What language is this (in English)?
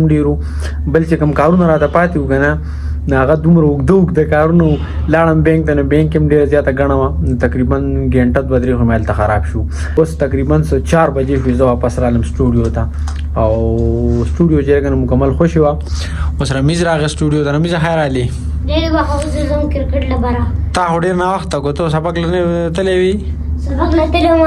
Pashto